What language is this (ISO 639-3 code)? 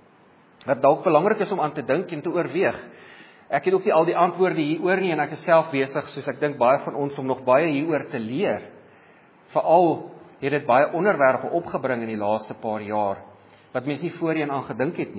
afr